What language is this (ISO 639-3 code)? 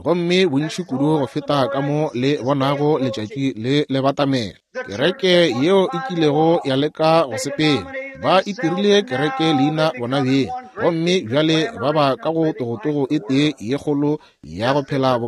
nso